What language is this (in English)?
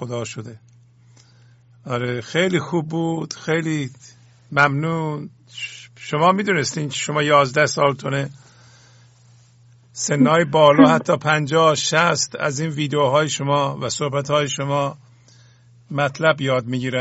Persian